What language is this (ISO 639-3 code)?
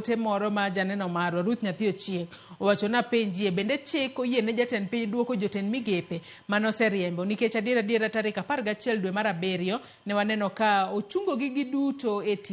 luo